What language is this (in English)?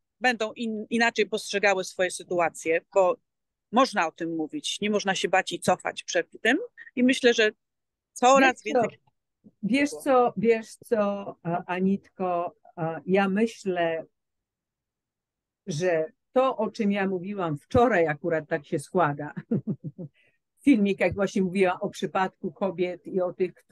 Polish